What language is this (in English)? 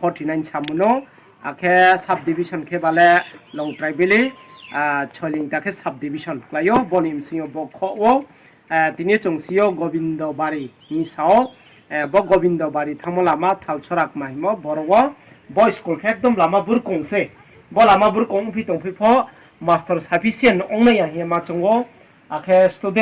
Riang (India)